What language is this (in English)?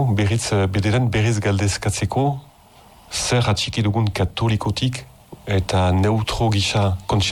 Basque